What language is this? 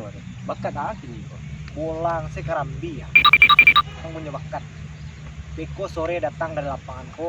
Minangkabau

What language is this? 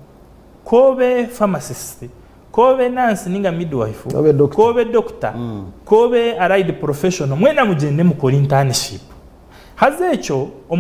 Nyankole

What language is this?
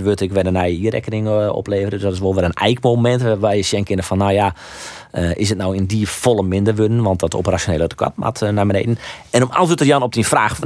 Western Frisian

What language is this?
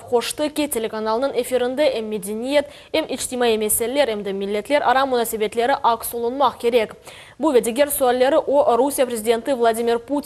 Crimean Tatar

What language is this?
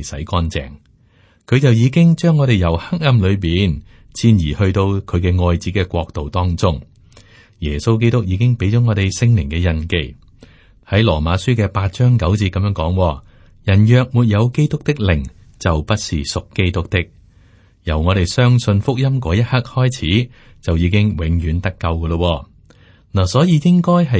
Cantonese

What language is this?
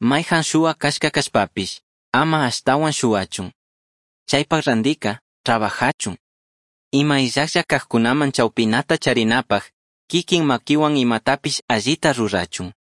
Chimborazo Highland Quichua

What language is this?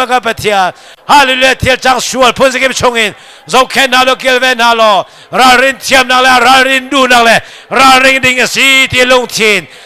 Hakha Chin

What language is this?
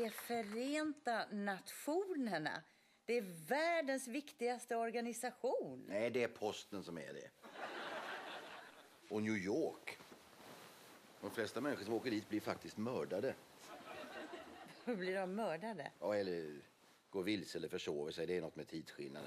Swedish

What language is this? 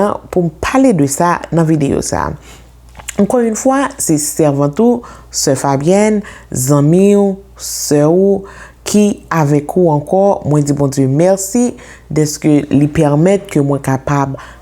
Haitian Creole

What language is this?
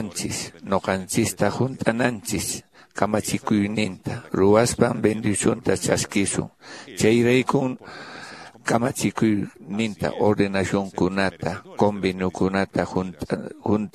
Quechua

